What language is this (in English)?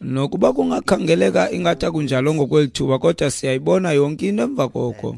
Xhosa